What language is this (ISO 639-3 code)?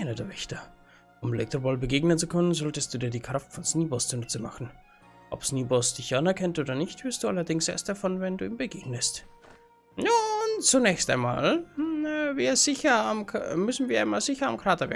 bar